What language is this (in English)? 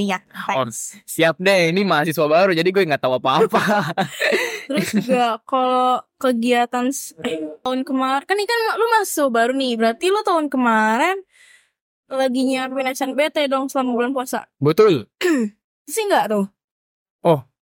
Indonesian